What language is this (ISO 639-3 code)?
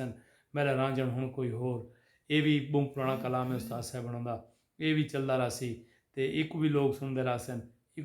skr